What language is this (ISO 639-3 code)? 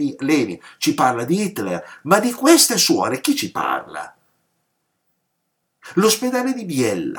ita